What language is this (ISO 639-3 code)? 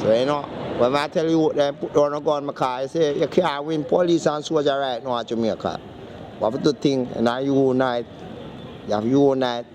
jam